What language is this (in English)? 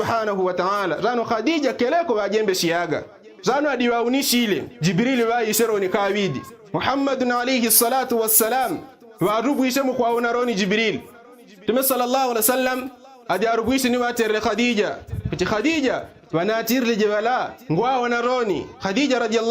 Yao